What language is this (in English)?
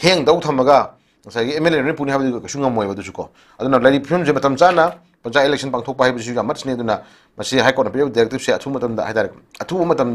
Manipuri